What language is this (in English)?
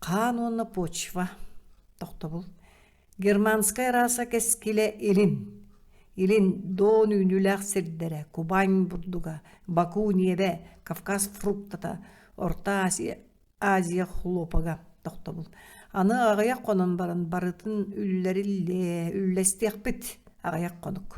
Yakut